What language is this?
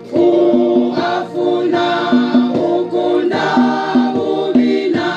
Venda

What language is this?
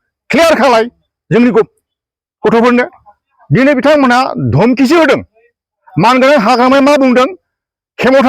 Bodo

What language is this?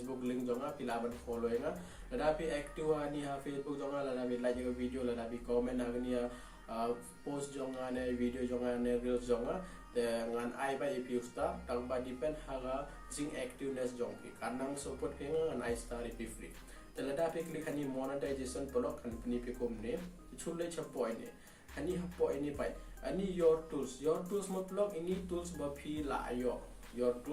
Khasi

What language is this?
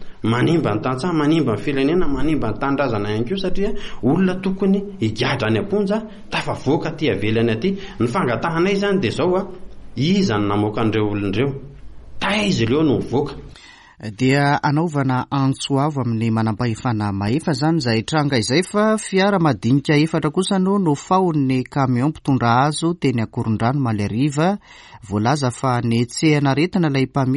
Malagasy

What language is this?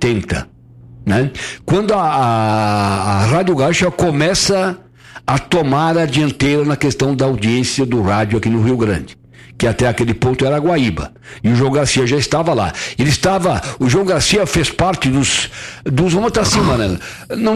Portuguese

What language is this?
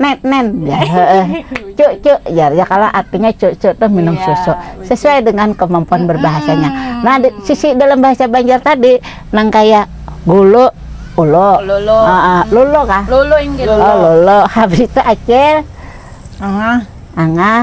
Banjar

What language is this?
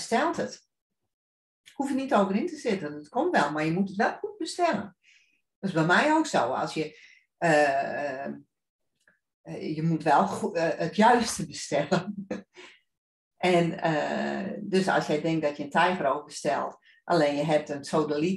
Dutch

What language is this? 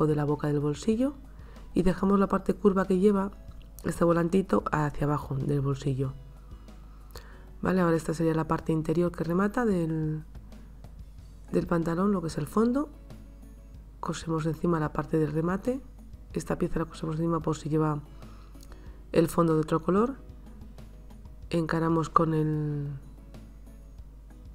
Spanish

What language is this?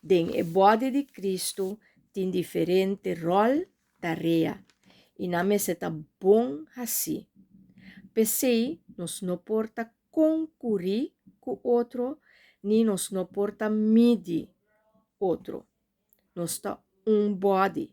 Papiamento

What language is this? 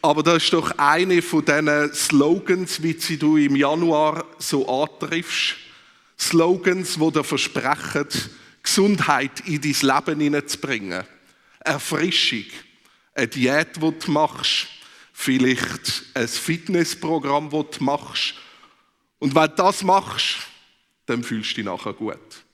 Swiss German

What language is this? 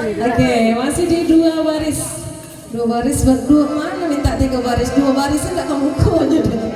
Minangkabau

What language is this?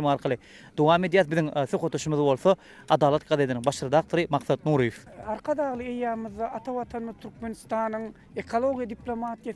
Turkmen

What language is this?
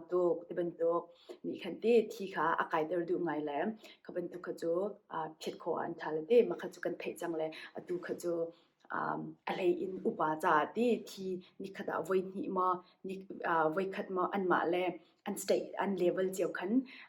Hakha Chin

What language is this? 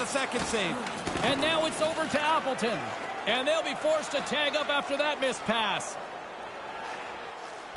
English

